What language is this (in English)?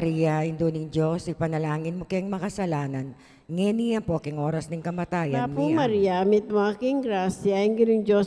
Pampanga